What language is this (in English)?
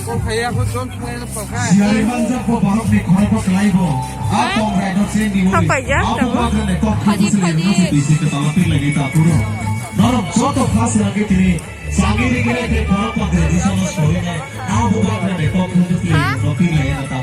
Kok Borok